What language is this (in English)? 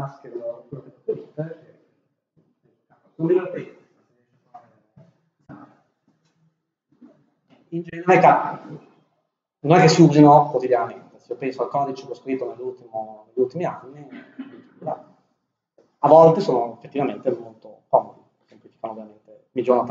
Italian